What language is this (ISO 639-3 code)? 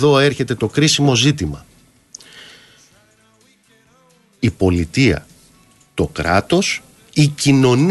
ell